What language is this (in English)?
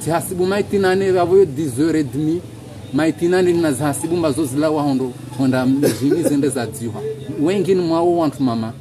Ngazidja Comorian